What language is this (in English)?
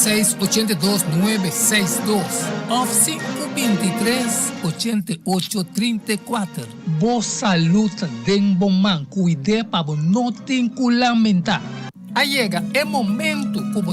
Papiamento